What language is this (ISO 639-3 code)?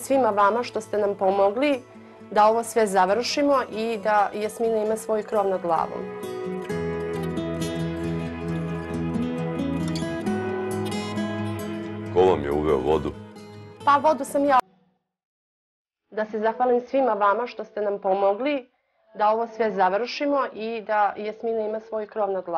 srp